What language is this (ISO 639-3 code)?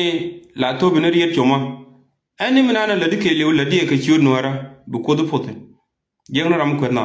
nus